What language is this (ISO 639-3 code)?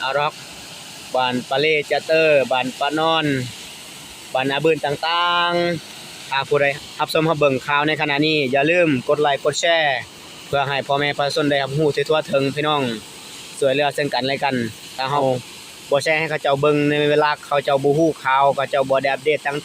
lao